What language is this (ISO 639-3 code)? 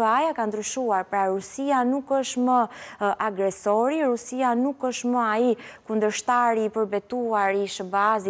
sqi